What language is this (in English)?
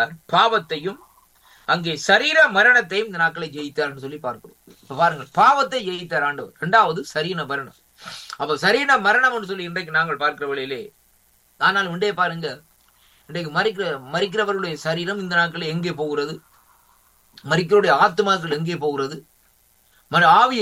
Tamil